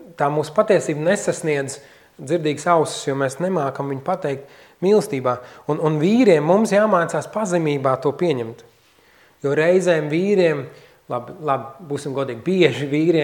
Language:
Latvian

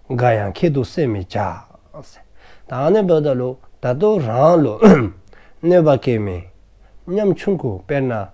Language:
Dzongkha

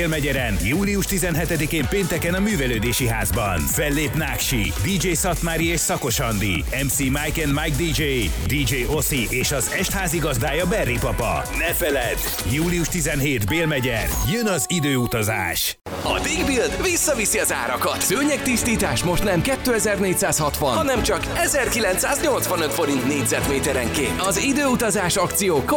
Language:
Hungarian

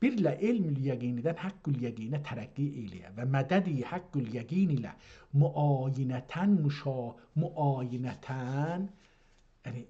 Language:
South Azerbaijani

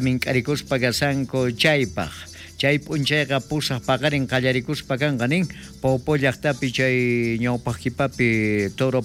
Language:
South Bolivian Quechua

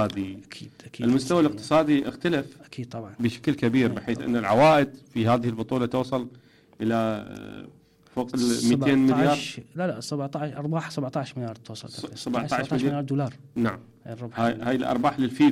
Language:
Mesopotamian Arabic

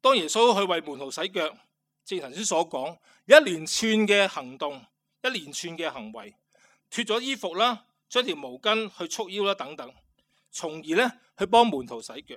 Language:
Cantonese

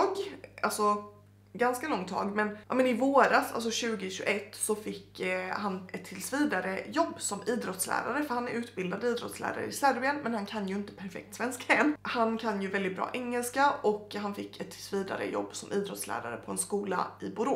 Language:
Swedish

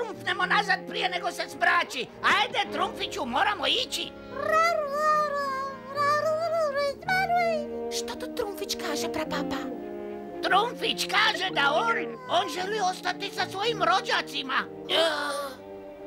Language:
Croatian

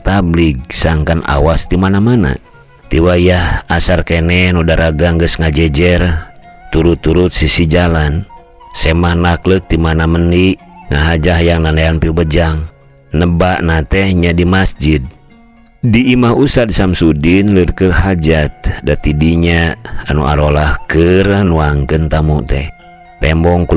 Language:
Sundanese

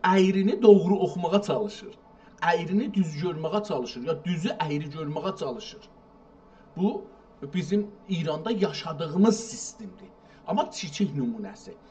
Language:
South Azerbaijani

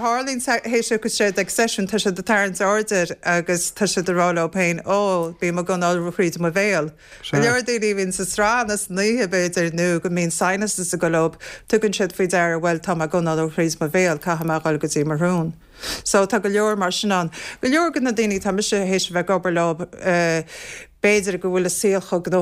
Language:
Irish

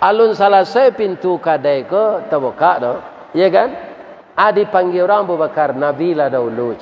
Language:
Minangkabau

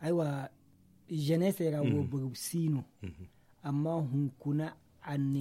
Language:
Zarma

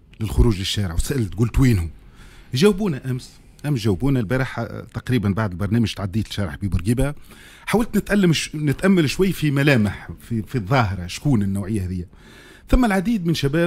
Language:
Tunisian Arabic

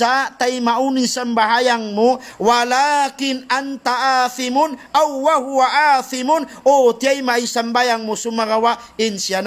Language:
Tausug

